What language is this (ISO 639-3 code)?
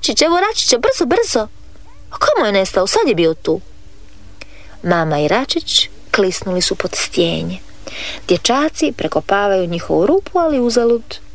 hrv